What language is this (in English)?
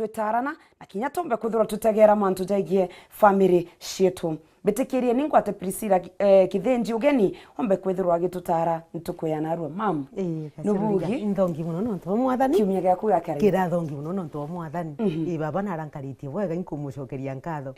Meru